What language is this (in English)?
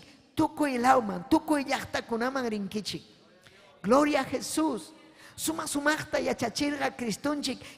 Ayacucho Quechua